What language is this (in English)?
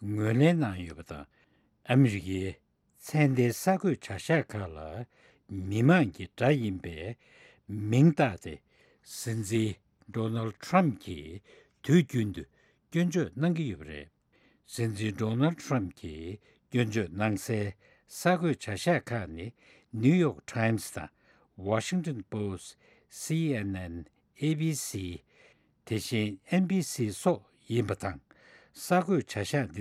Tibetan